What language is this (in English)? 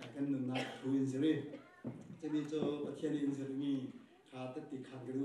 Falam Chin